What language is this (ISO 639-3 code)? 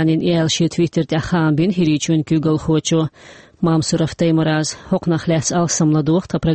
che